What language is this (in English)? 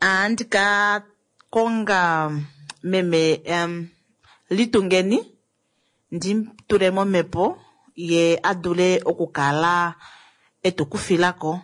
Kuanyama